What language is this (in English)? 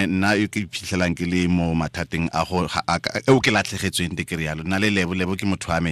Tswana